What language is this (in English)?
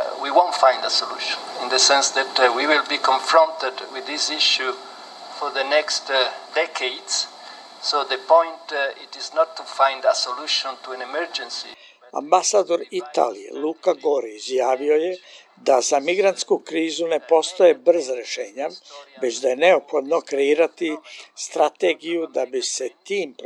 Serbian